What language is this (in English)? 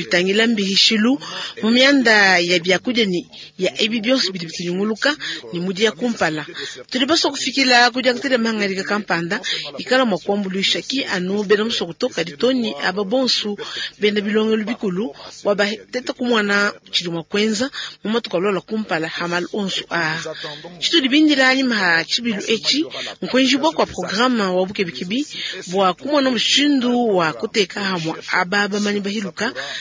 Luba-Lulua